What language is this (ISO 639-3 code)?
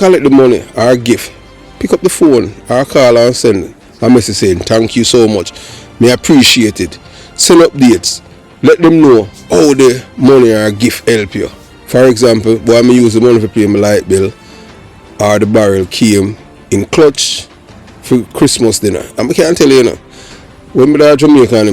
jam